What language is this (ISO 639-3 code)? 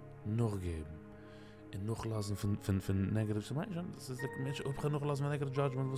yid